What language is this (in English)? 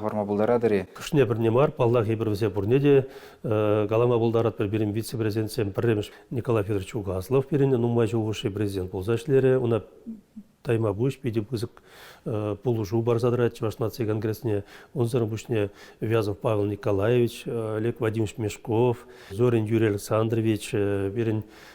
Chuvash